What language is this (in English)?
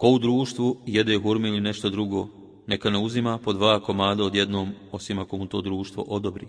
Bosnian